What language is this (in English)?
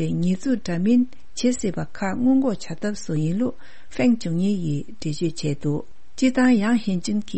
Tibetan